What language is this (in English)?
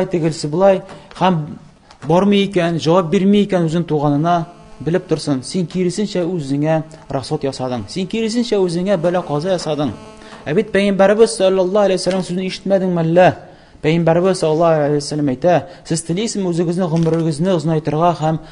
Tatar